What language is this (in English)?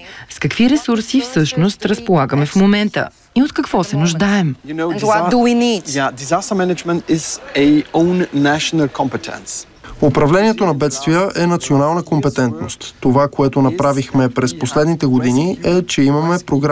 Bulgarian